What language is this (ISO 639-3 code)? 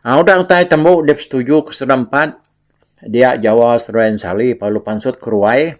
iba